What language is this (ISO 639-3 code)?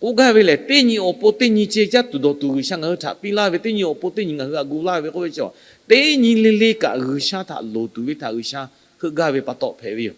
lhu